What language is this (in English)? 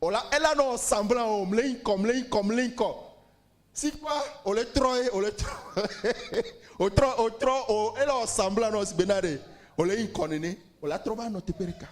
Ewe